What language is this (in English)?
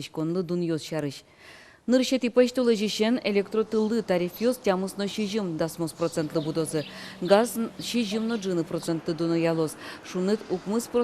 Udmurt